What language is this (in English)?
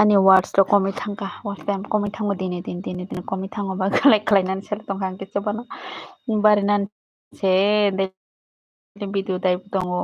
Kok Borok